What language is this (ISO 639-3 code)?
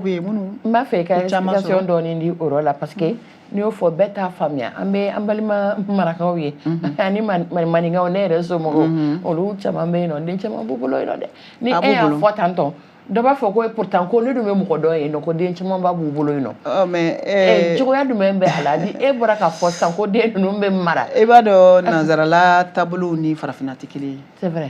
bam